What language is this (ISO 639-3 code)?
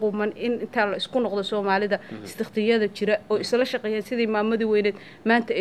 som